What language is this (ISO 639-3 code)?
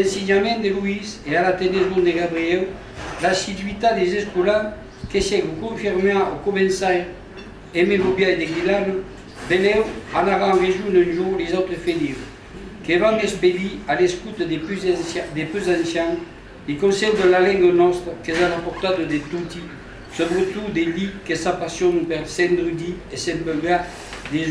oci